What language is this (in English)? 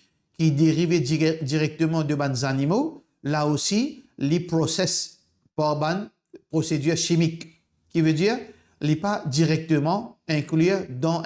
Morisyen